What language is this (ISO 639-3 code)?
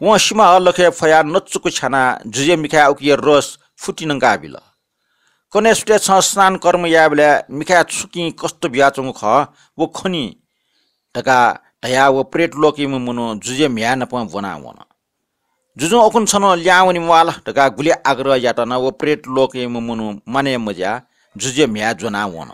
new